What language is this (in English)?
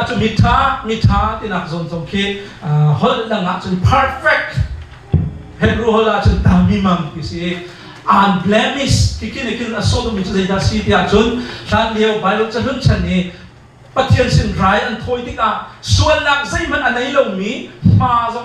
Hakha Chin